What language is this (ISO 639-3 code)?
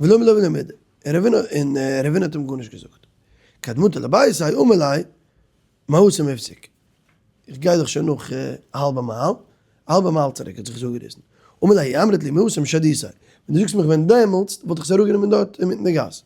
yid